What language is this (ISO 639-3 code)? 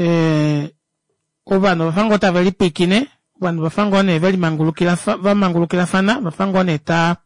kua